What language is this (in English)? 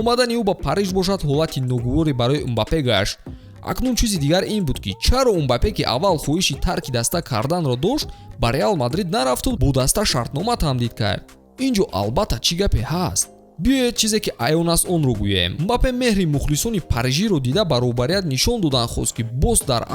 Tajik